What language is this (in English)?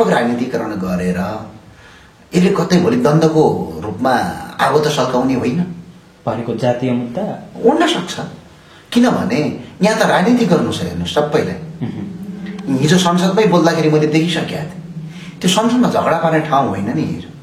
Nepali